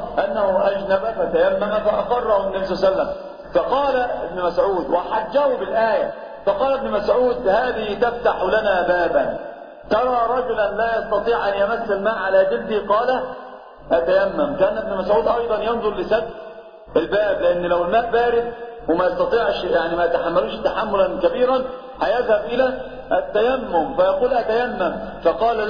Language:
Arabic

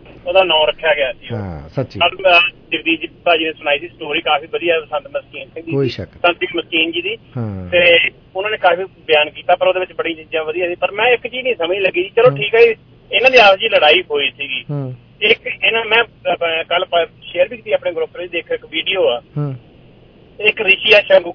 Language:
Punjabi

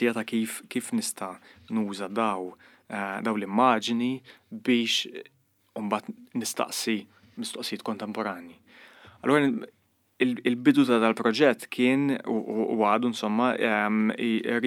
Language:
Maltese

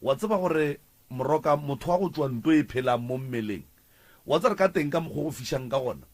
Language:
Northern Sotho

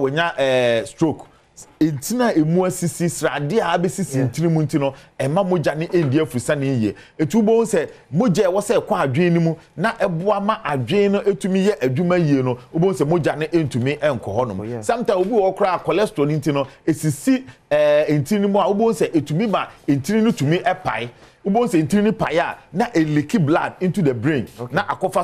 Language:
Akan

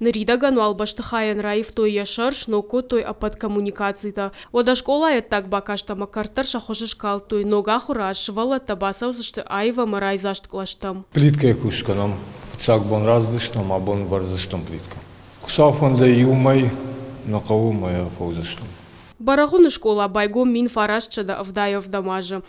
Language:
Ossetic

